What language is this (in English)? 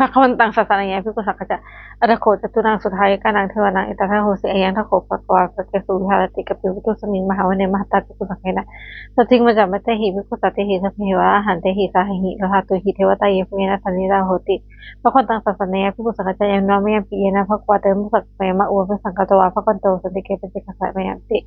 Pali